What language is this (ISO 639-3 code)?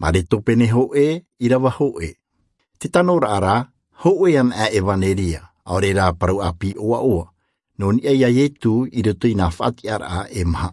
tah